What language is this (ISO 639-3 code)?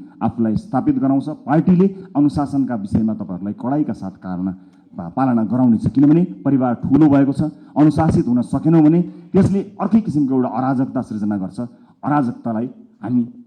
nep